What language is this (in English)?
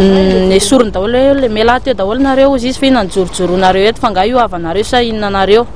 Malagasy